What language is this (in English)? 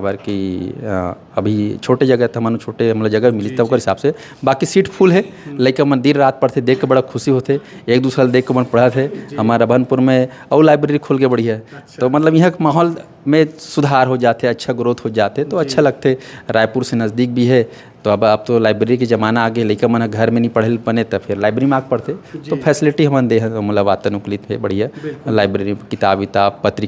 Chhattisgarhi